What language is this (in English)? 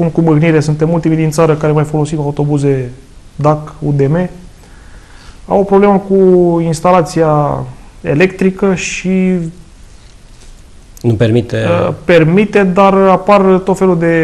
Romanian